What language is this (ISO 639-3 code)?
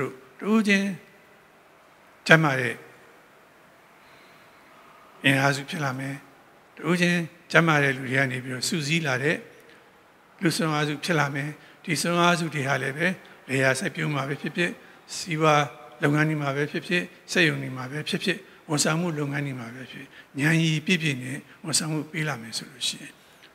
mya